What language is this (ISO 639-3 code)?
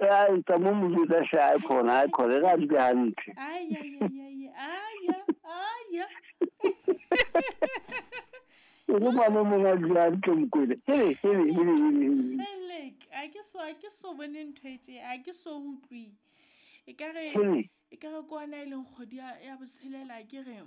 sot